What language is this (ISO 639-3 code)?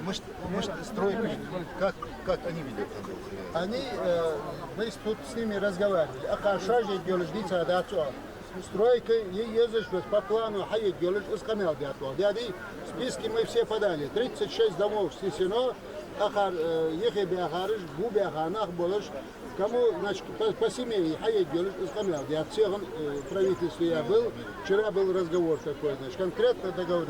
inh